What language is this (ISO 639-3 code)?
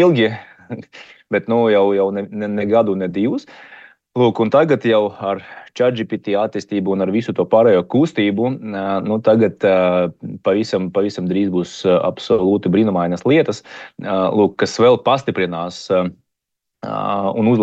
lav